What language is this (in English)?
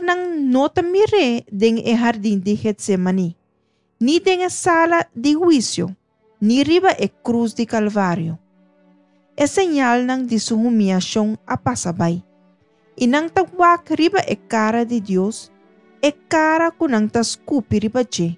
Papiamento